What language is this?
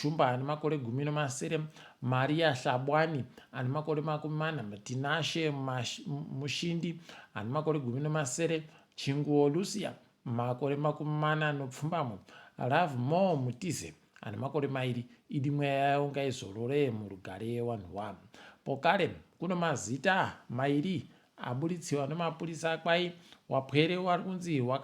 Ndau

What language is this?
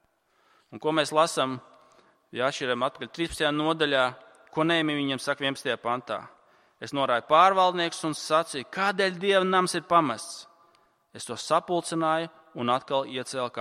Latvian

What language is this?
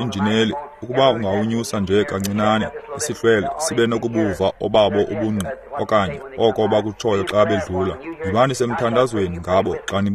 Xhosa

